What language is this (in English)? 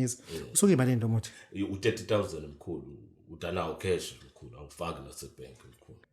Zulu